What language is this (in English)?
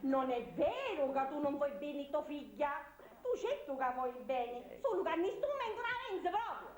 Sicilian